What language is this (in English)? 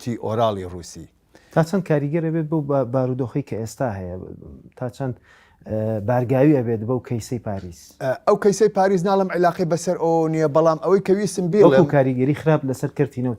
Central Kurdish